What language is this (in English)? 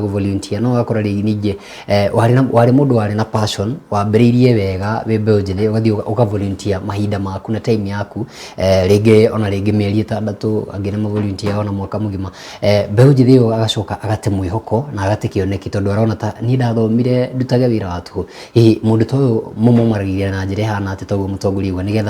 Kikuyu